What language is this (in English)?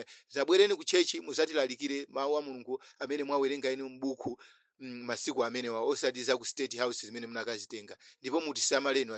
Nyanja